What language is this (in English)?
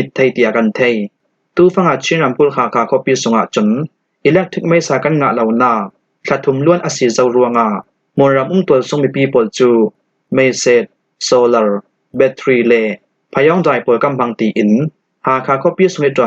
Falam Chin